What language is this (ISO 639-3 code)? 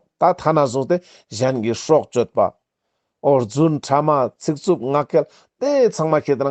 lbj